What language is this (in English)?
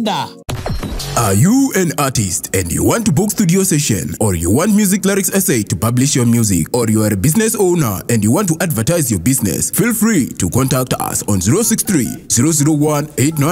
Venda